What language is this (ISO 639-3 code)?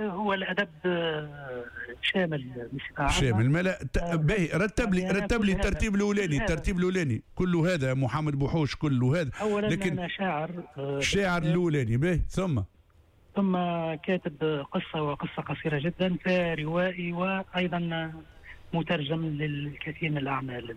aeb